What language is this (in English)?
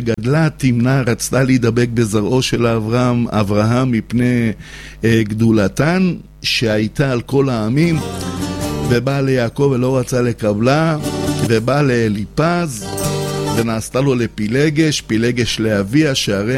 Hebrew